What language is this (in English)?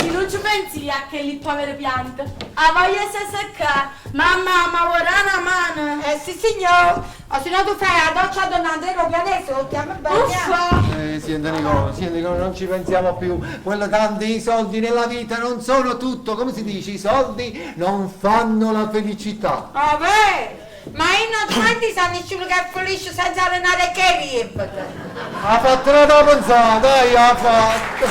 Neapolitan